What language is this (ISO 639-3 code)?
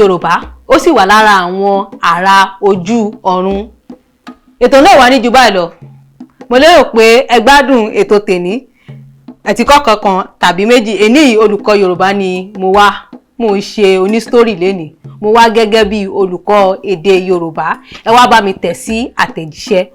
yor